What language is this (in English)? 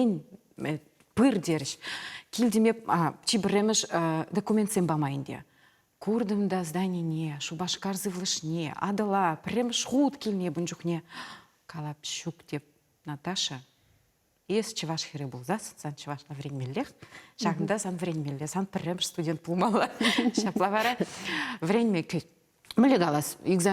Chuvash